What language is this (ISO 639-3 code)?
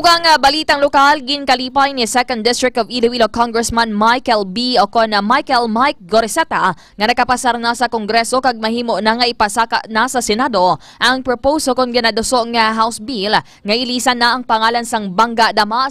hil